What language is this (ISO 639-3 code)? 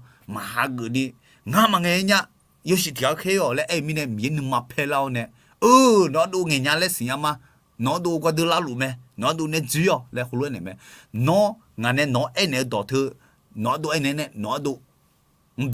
ahk